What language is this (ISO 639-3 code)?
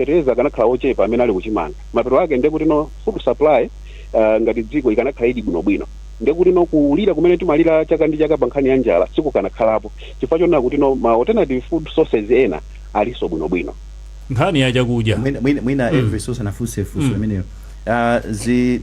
nya